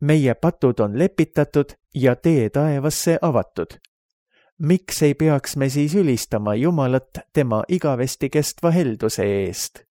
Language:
Estonian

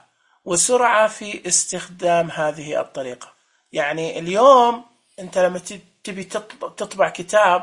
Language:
Najdi Arabic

